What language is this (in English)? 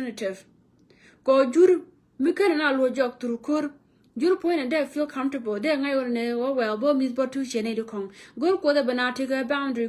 Nuer